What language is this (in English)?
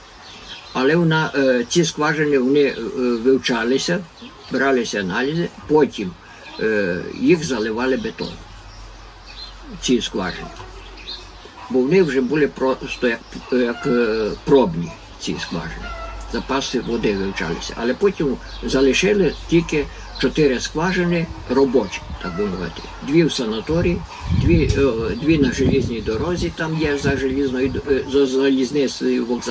Ukrainian